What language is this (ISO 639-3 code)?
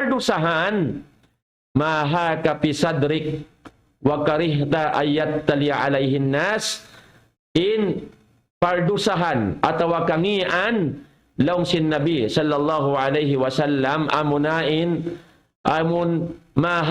tsg